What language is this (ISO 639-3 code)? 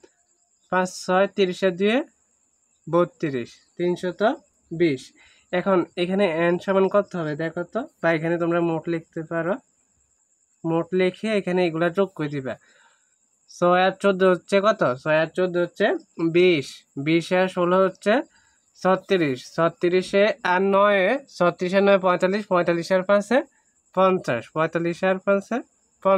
ben